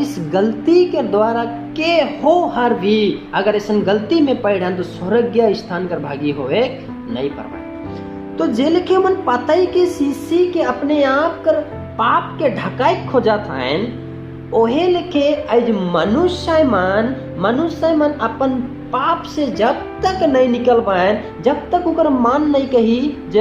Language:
Sadri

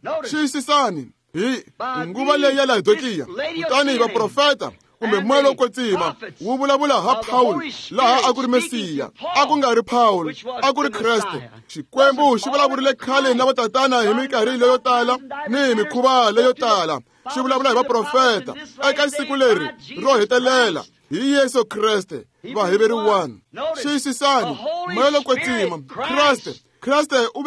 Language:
Tsonga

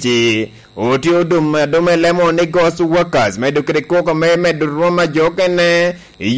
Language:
Lango (Uganda)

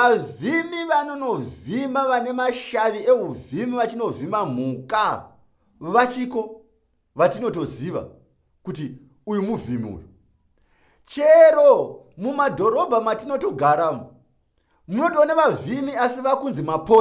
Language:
Shona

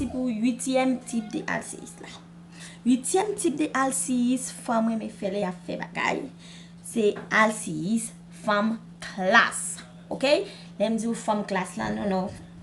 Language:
Haitian Creole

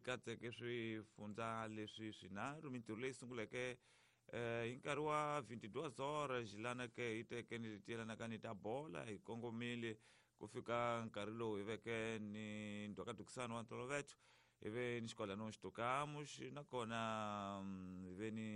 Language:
Tsonga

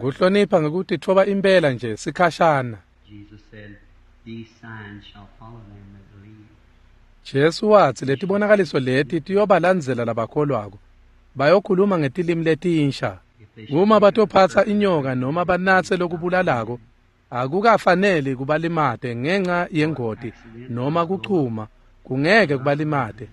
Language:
Swati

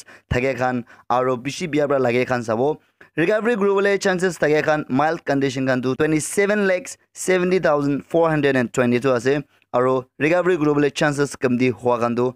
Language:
Naga Pidgin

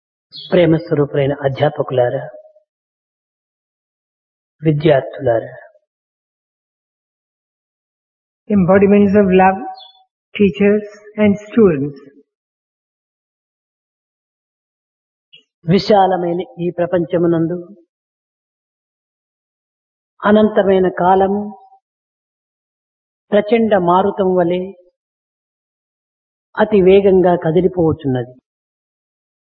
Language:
Telugu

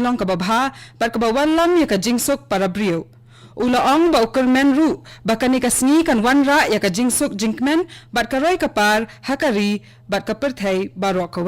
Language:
Khasi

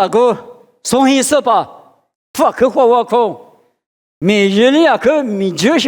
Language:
Lisu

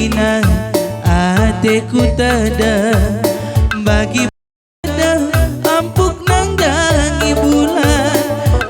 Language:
Batak Karo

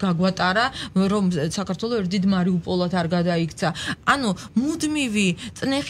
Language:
Georgian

